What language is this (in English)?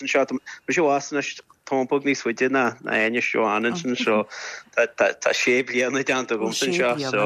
Irish